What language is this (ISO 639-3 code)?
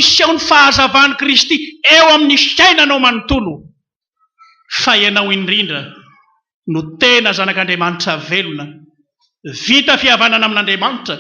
mlg